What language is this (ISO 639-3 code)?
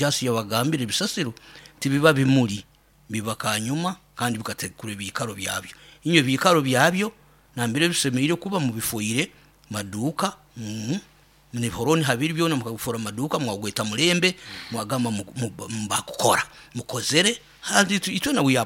nyo